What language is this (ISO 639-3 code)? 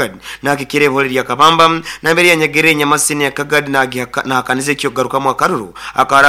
nyo